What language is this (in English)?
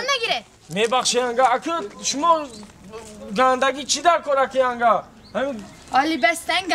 Tajik